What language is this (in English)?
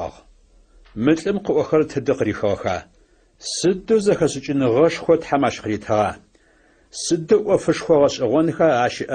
Adyghe